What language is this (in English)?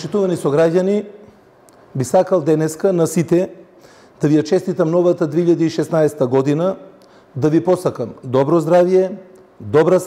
Macedonian